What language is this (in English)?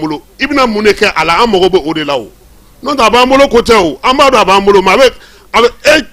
Bambara